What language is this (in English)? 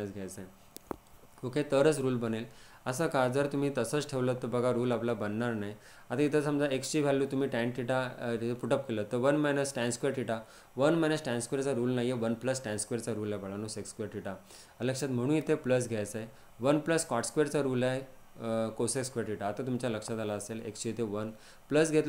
Marathi